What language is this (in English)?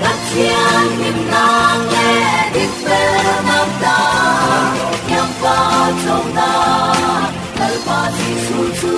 Falam Chin